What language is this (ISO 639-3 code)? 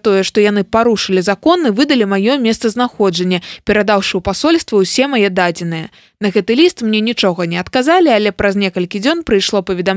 bel